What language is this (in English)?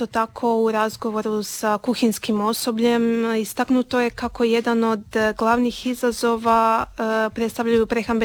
Croatian